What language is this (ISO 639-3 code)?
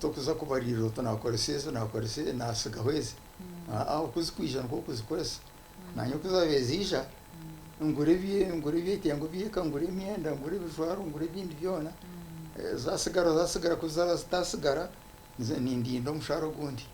nyn